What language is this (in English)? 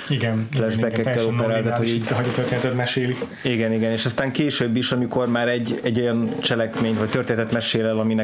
Hungarian